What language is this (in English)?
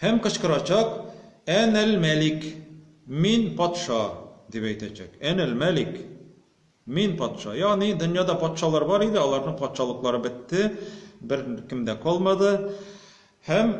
Tatar